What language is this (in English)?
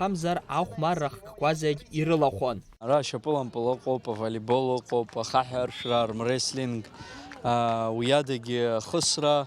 Abkhazian